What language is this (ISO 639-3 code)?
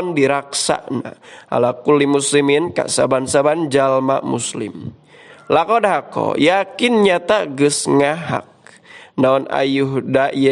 sun